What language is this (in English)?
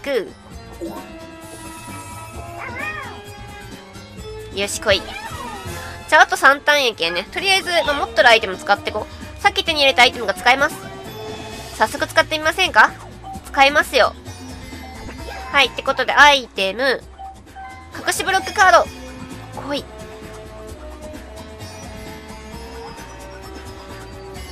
Japanese